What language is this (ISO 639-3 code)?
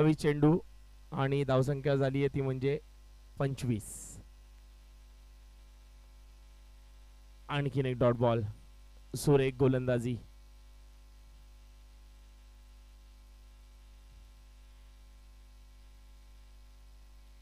mar